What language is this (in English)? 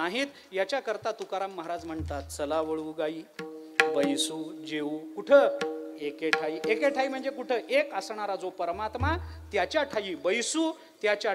Marathi